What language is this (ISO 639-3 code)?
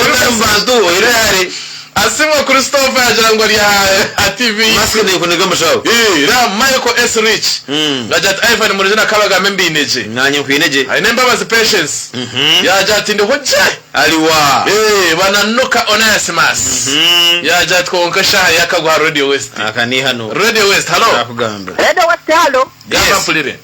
nyn